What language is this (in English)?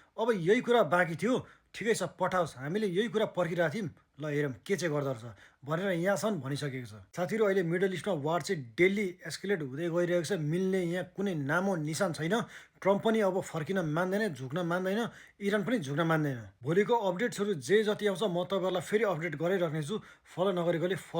Nepali